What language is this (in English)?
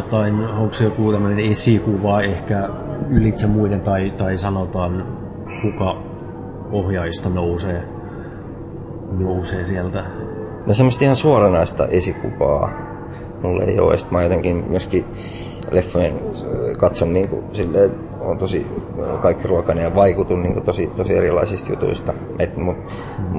Finnish